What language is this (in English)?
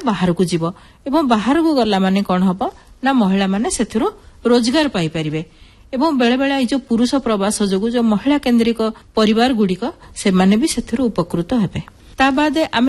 Odia